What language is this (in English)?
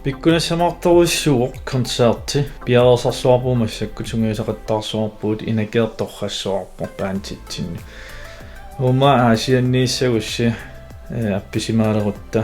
Kalaallisut